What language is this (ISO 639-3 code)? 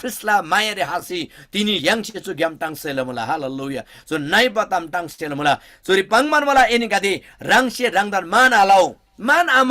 taj